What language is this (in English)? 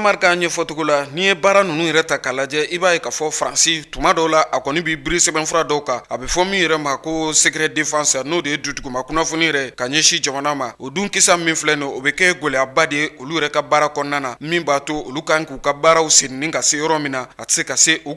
Bambara